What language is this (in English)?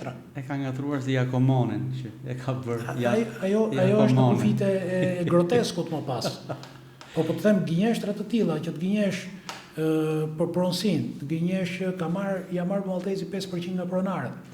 Albanian